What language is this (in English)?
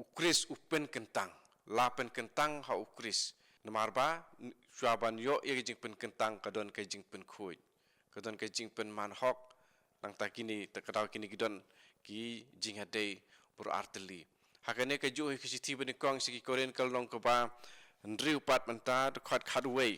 Khasi